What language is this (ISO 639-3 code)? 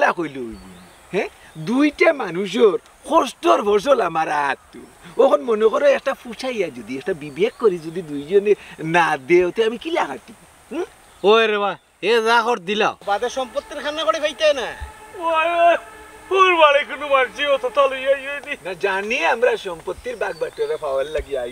syl